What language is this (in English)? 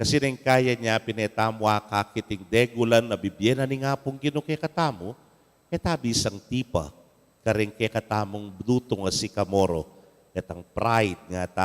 Pampanga